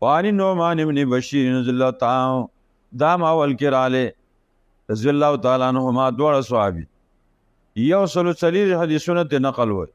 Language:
Pashto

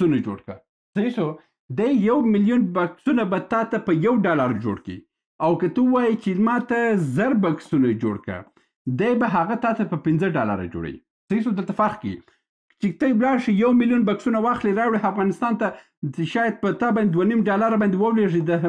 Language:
Pashto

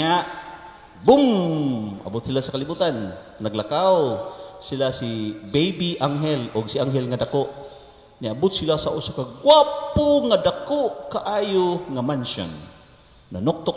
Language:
Cebuano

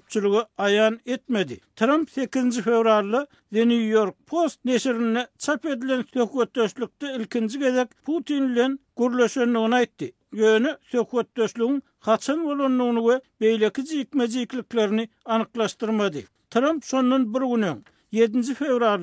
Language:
Turkmen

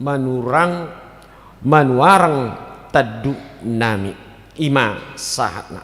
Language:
Batak Toba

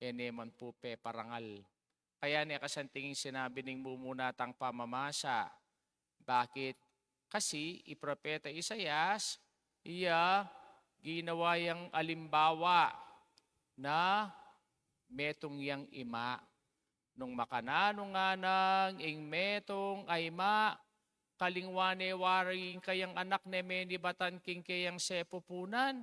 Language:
Pampanga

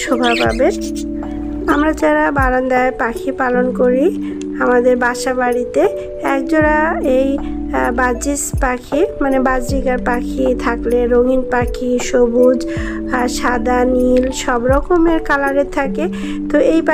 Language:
Bangla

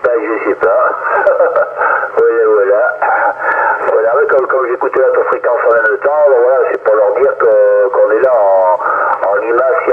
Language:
French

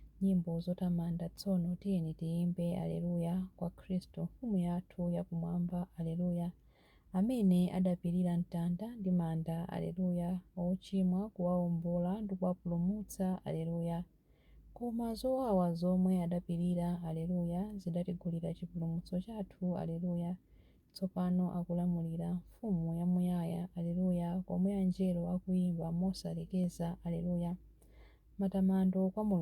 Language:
Nyanja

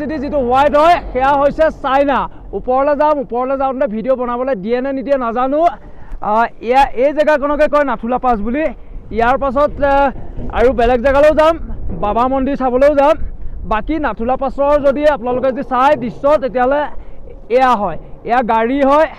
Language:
Assamese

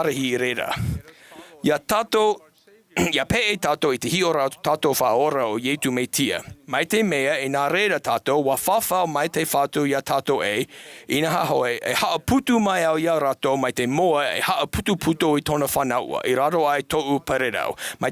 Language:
Tahitian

